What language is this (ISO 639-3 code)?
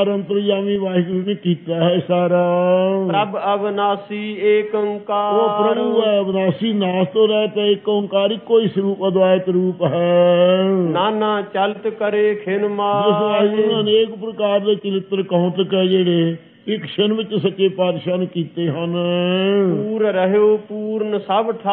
pan